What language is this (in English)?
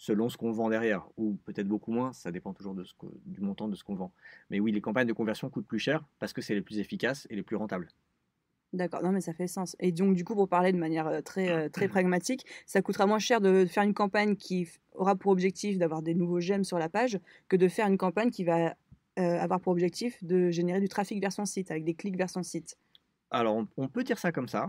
French